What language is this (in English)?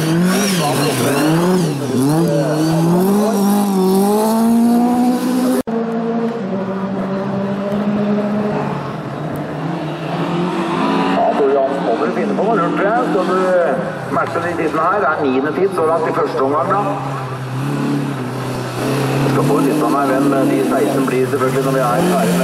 Norwegian